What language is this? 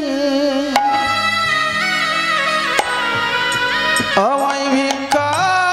Bangla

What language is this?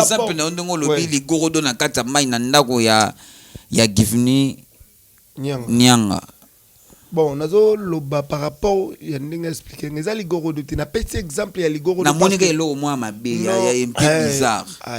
Lingala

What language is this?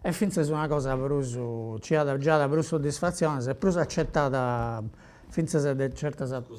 Sardinian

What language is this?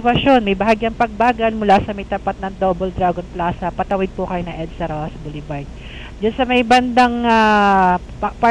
Filipino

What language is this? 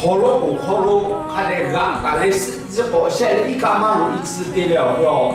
Lahu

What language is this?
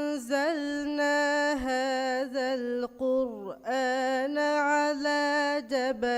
Divehi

